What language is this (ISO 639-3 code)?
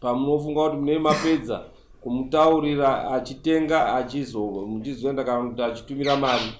sna